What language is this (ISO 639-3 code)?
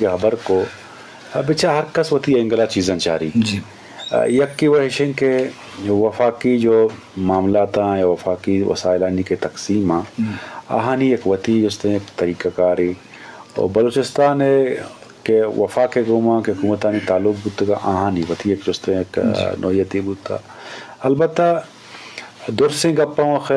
bgp